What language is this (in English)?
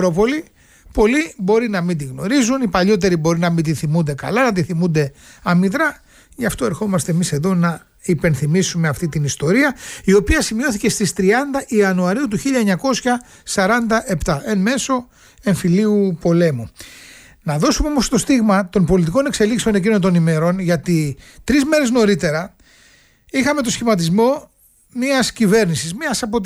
Greek